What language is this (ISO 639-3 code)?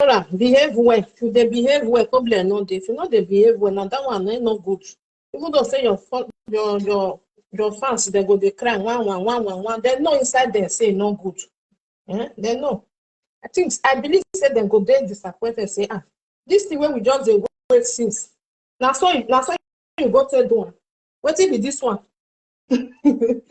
pcm